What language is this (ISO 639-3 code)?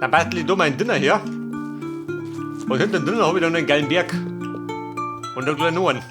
bar